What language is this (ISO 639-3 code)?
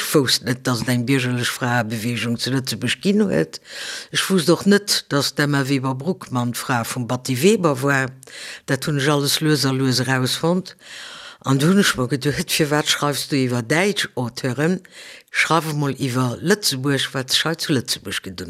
ltz